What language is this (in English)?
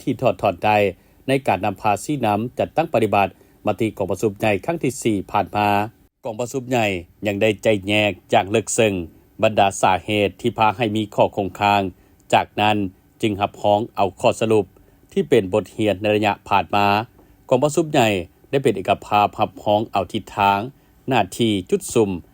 Lao